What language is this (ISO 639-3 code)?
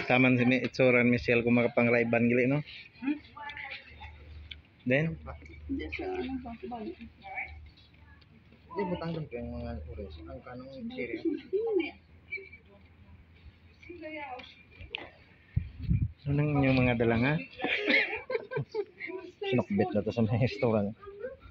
fil